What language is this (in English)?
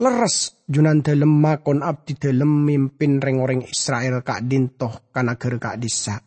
Madurese